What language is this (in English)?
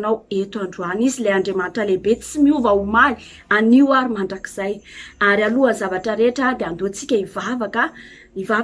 Malagasy